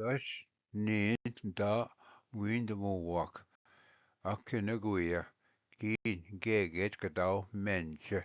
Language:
Ojibwa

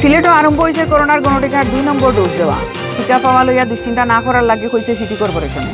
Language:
Sylheti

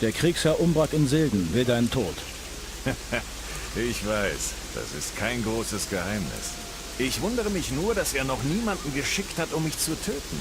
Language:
Bavarian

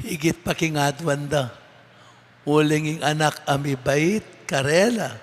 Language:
Pampanga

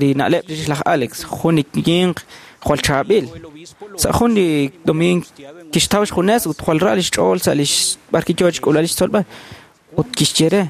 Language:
Kekchí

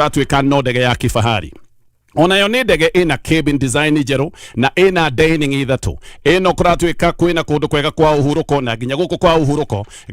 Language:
Kikuyu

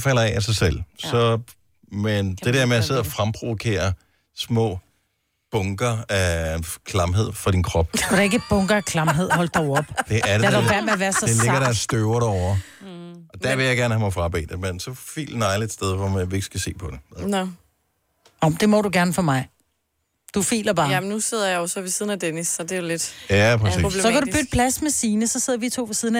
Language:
Danish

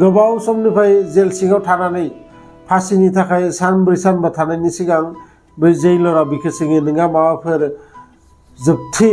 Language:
Bodo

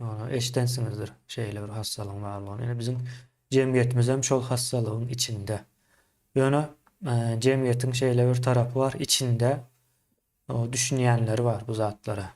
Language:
Turkmen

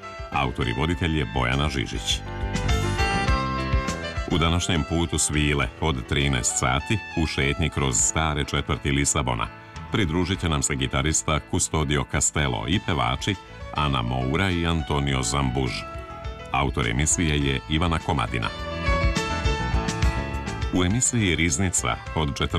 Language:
Serbian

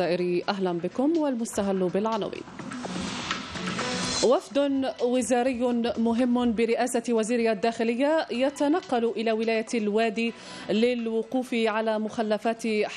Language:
Arabic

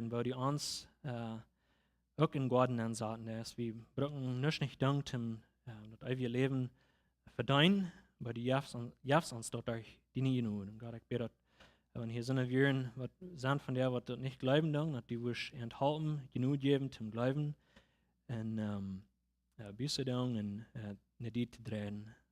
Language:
Plautdietsch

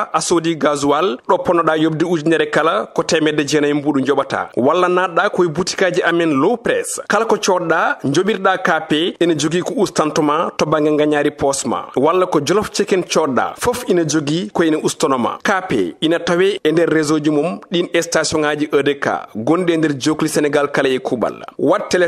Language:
Fula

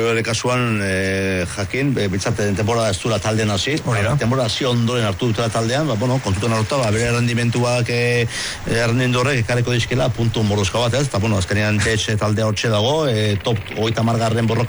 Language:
Basque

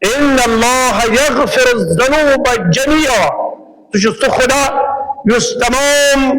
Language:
Kashmiri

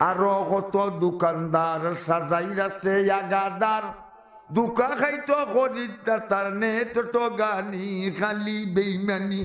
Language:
Sylheti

